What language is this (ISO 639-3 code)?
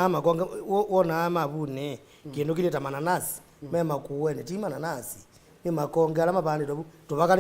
kam